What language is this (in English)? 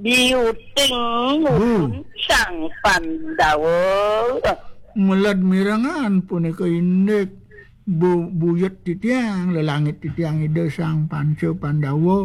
Balinese